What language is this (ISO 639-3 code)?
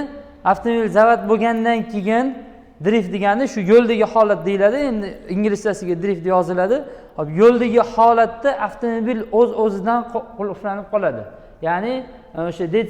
uzb